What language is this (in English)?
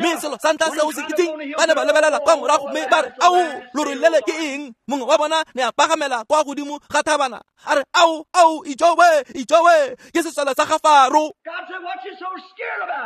Tswana